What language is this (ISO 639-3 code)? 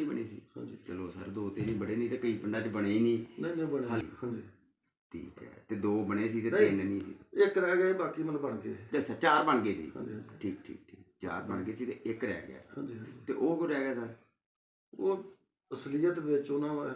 pan